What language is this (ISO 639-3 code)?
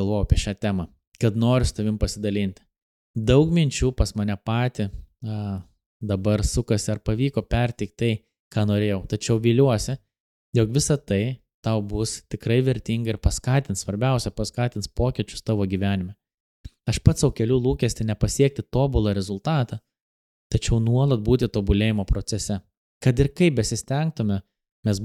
lit